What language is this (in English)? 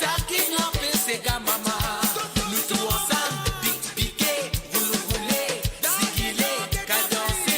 Morisyen